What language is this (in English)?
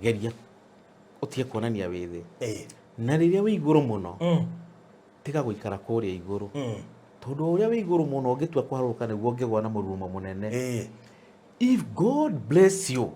Kikuyu